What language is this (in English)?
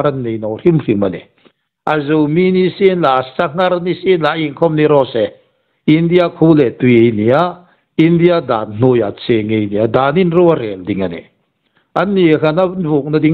Hmar